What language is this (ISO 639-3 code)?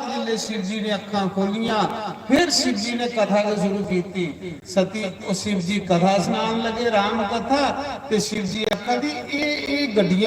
doi